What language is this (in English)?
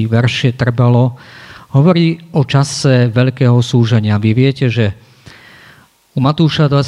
Slovak